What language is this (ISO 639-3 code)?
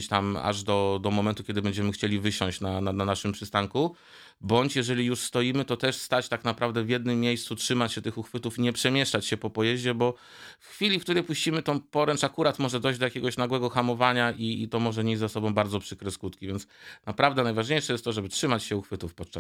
pol